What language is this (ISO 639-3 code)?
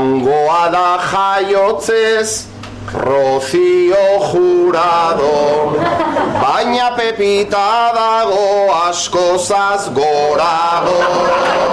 eus